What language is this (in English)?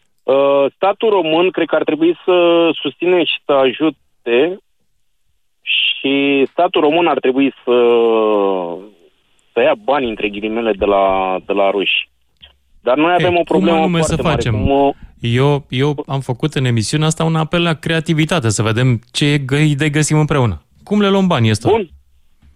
Romanian